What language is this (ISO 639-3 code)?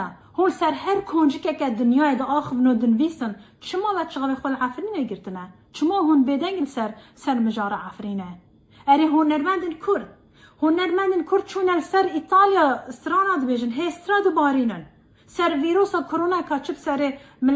kur